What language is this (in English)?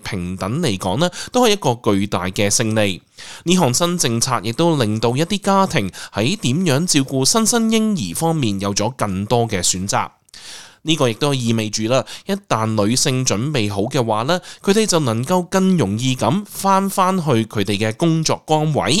Cantonese